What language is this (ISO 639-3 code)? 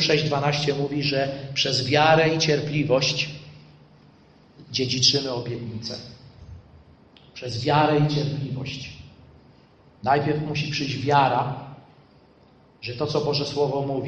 pol